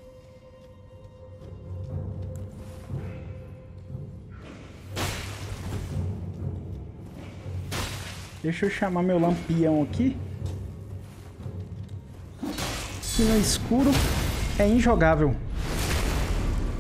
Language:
Portuguese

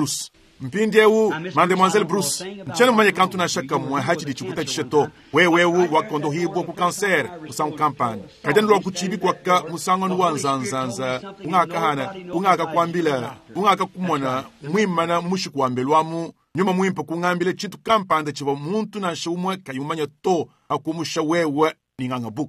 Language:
Luba-Lulua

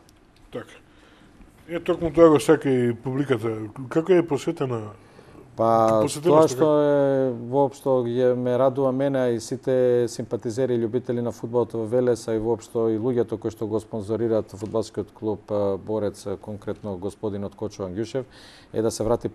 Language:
Macedonian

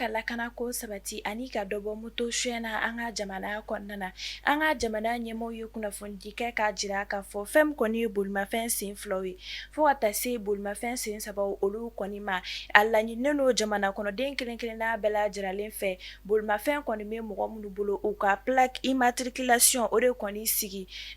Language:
Bambara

